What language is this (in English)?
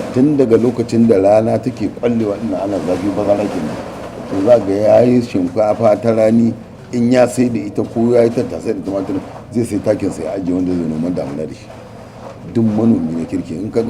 Hausa